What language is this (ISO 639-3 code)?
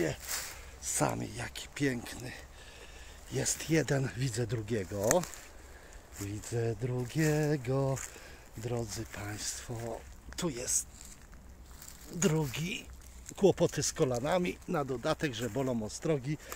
pol